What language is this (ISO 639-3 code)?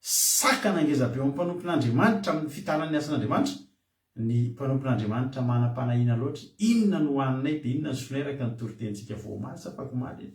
mlg